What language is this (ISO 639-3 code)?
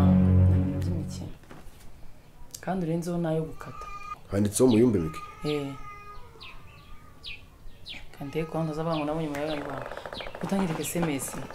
kin